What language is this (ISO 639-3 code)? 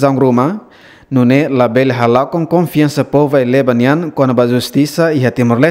tet